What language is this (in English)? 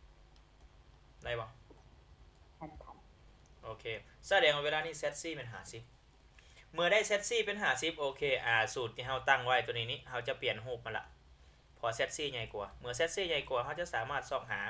Lao